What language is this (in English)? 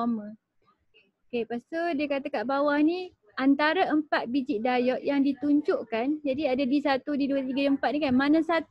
Malay